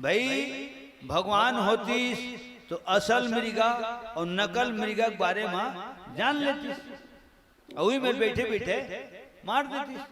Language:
Chhattisgarhi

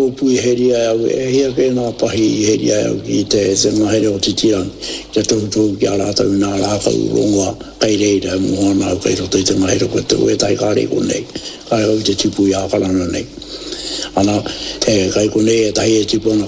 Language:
Māori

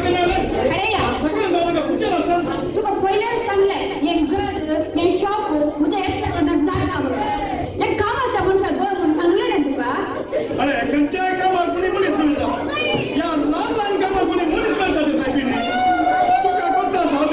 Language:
Konkani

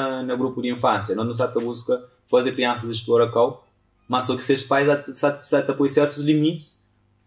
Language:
Kabuverdianu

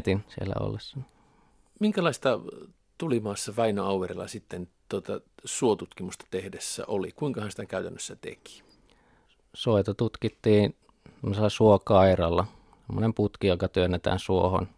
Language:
Finnish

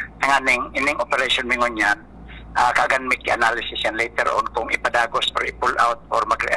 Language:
Bikol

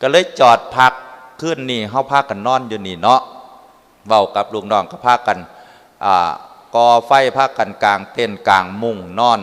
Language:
Lao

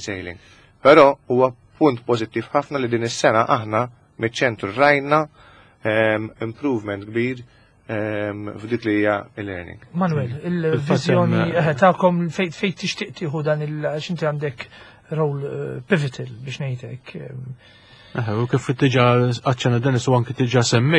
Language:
Maltese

